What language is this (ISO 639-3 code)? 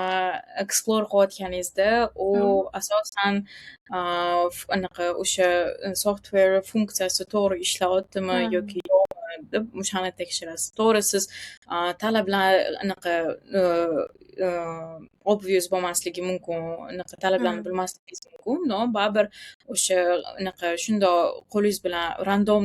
uzb